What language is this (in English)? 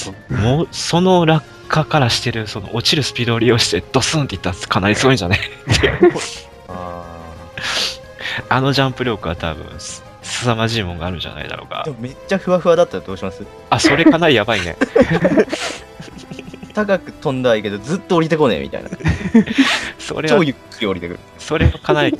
Japanese